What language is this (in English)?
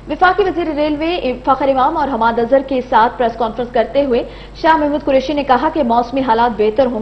Urdu